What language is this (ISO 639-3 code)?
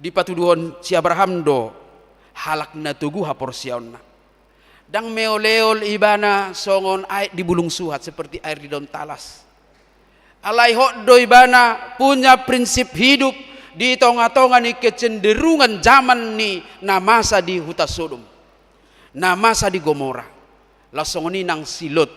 bbc